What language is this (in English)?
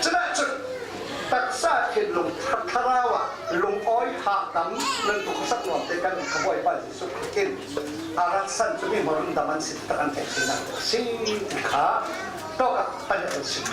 Falam Chin